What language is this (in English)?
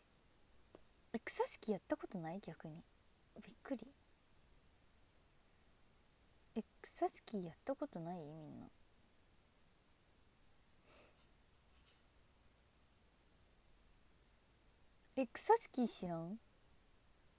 Japanese